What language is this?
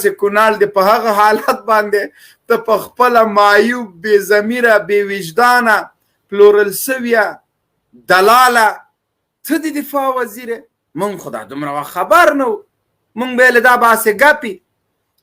Pashto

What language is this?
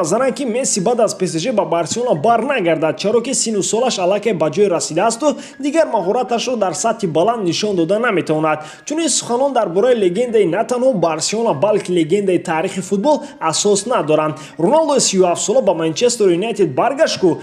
Tajik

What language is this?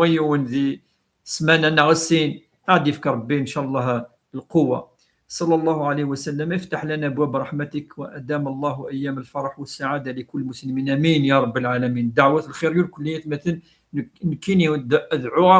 Kabyle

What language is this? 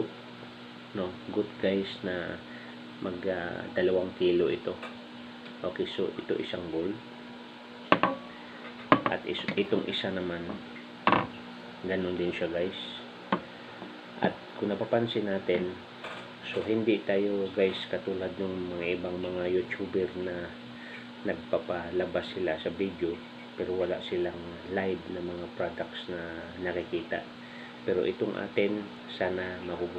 Filipino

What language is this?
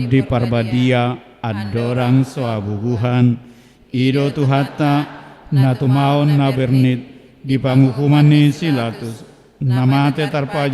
Batak Toba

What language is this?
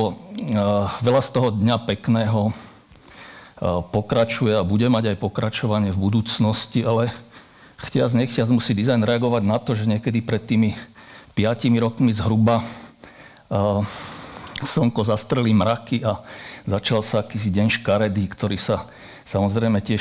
Slovak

